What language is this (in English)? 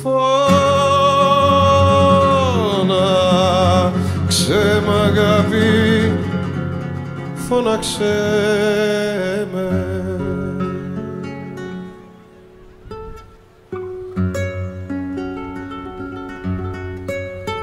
Greek